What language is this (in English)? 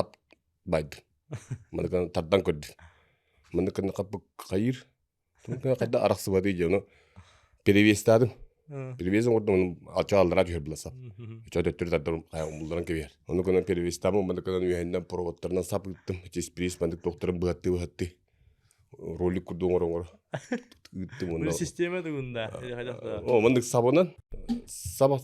Yakut